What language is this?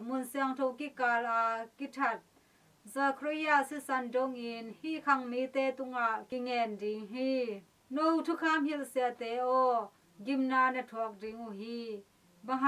Tedim Chin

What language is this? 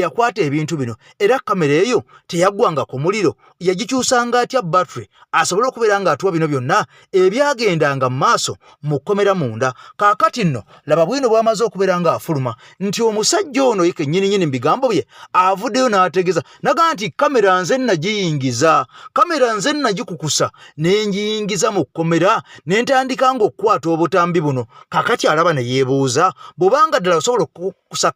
Ganda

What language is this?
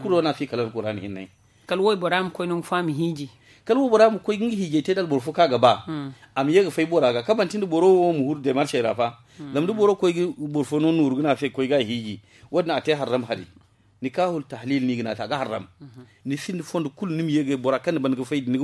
Zarma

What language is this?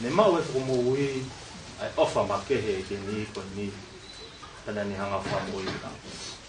Tongan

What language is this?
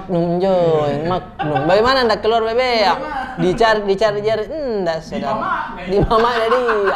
Makassar Malay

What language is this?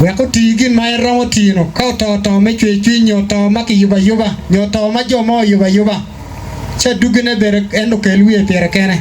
Acoli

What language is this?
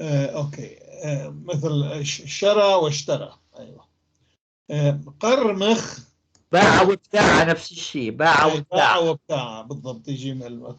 North Levantine Arabic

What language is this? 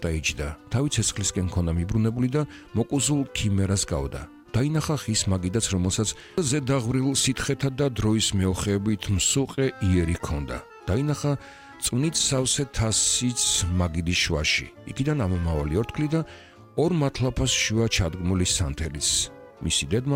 Georgian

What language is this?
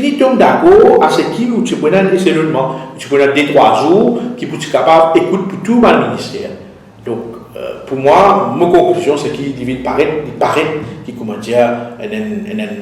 Morisyen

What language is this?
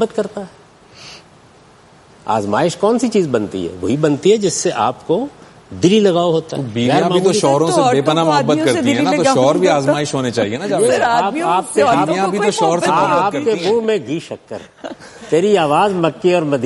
Urdu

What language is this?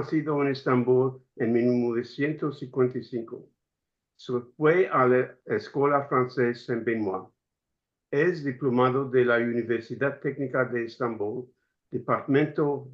Ladino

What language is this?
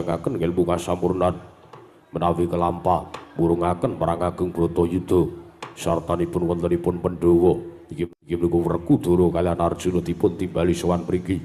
Javanese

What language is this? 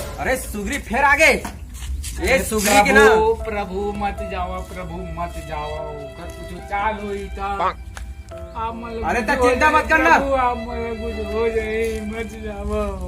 Chhattisgarhi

